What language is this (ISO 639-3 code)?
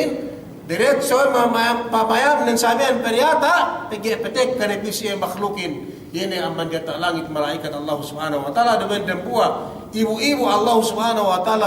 yka